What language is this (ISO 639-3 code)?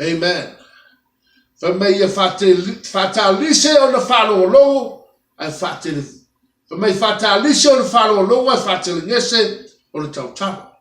smo